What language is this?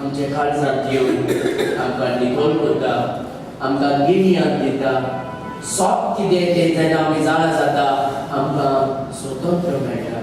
Konkani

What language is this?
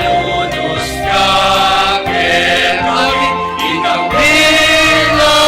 Pampanga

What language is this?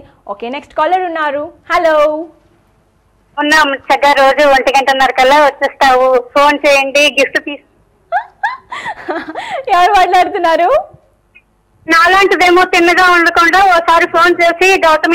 Telugu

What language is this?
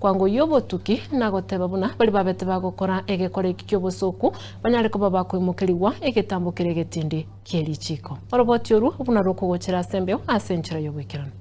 Gusii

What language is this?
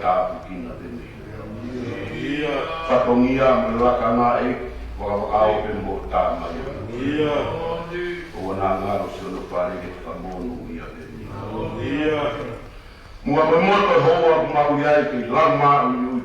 Tongan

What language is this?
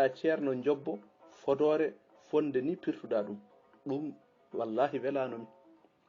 Fula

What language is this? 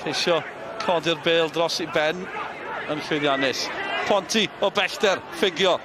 Welsh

